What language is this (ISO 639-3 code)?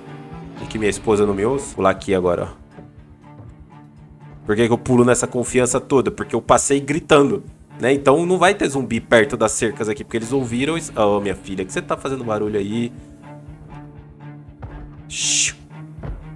por